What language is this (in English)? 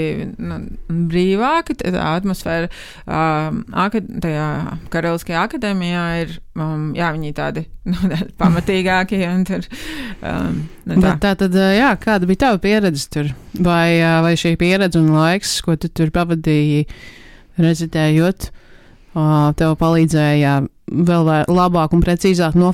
Latvian